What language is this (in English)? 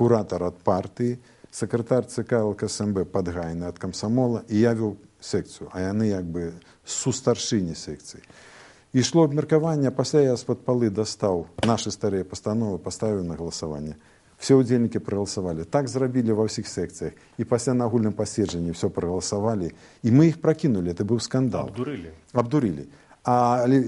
Belarusian